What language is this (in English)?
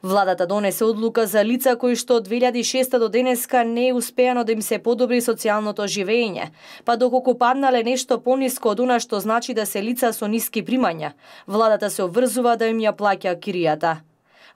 Macedonian